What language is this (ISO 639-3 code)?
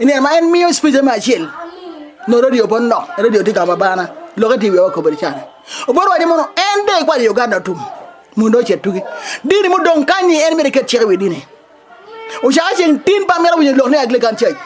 ach